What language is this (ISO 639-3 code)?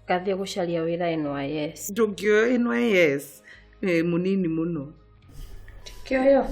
kik